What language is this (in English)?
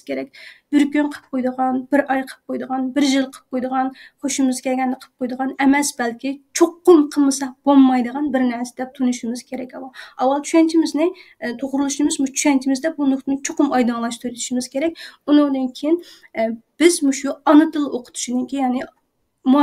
Uyghur